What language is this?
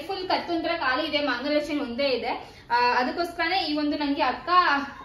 Kannada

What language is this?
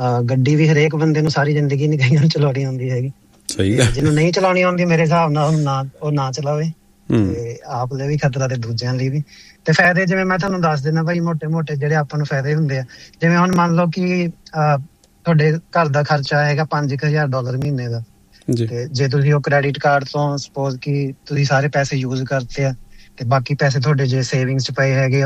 Punjabi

